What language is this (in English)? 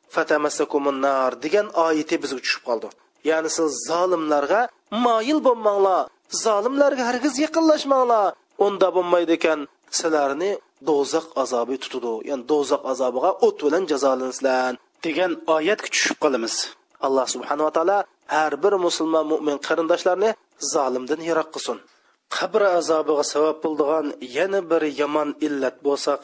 Uyghur